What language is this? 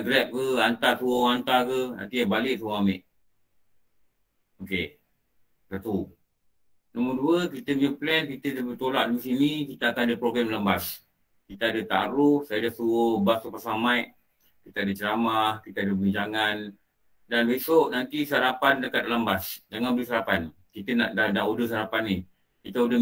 Malay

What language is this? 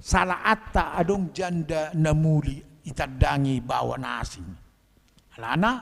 Batak Toba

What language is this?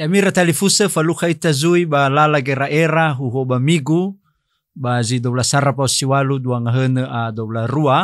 Nias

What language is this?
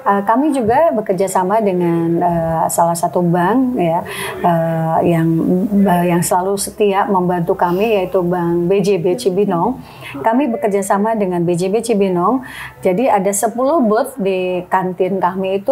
Indonesian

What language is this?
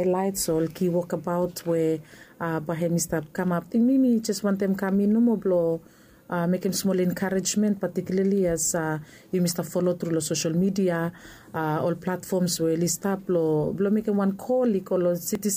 Bislama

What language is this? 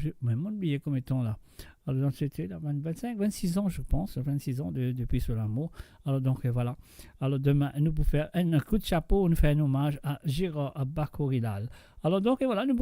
Morisyen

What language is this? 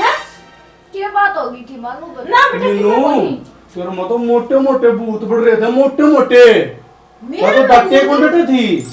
Haryanvi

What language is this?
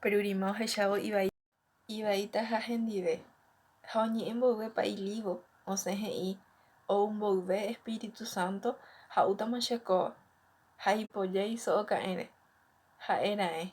Guarani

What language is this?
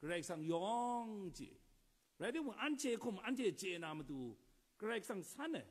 Kachin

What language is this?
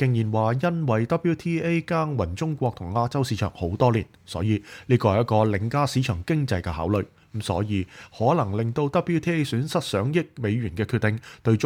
Cantonese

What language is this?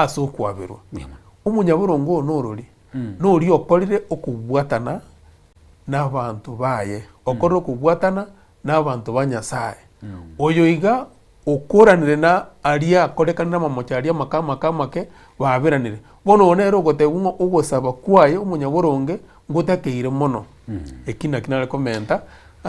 Gusii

